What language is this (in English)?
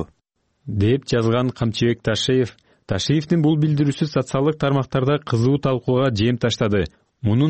Kyrgyz